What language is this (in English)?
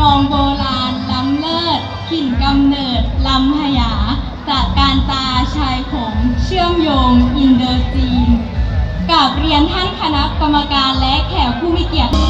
Lao